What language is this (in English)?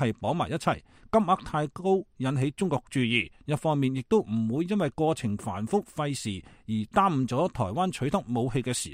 Cantonese